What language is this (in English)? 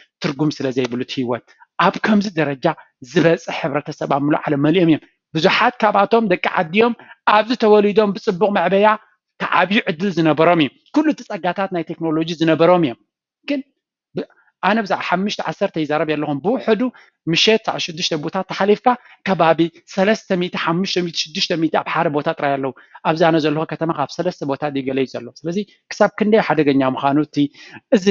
Tigrinya